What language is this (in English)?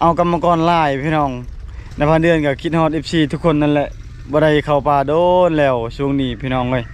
Lao